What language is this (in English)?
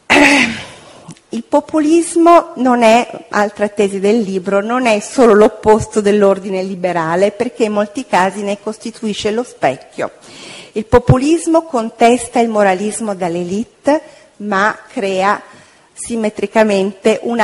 Italian